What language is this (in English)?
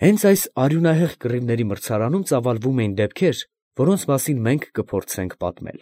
Armenian